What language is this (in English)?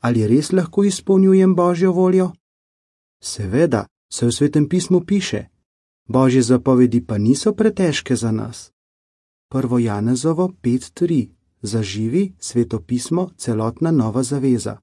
Slovenian